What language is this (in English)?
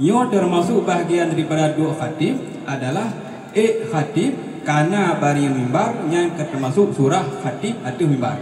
Achinese